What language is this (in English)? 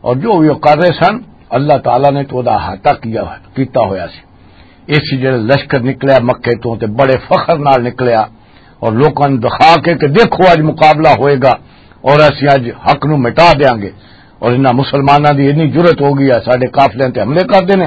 Western Panjabi